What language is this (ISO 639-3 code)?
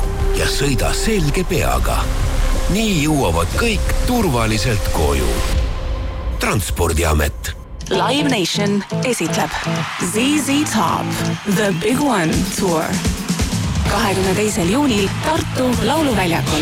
est